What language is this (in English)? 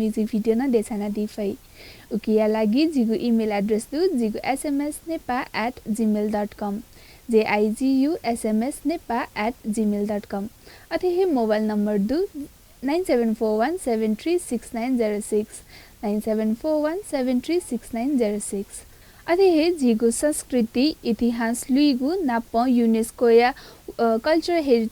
Newari